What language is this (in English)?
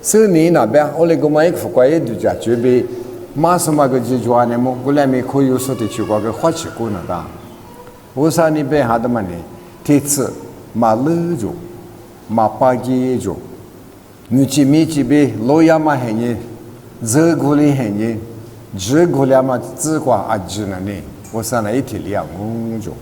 Lisu